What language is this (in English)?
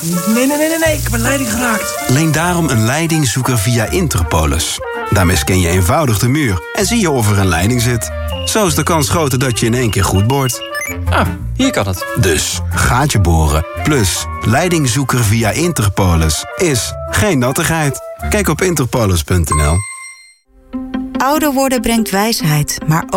Dutch